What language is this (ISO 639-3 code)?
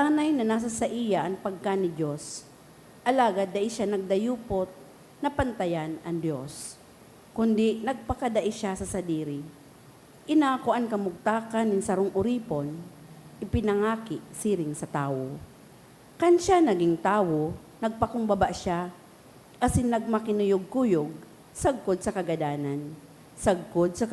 bik